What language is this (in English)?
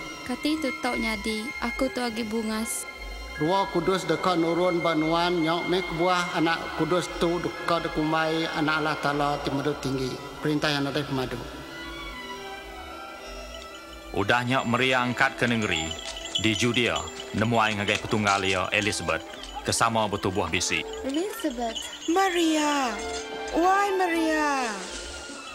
Iban